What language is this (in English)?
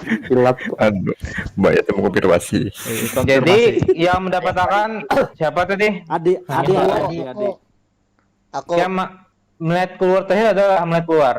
Banjar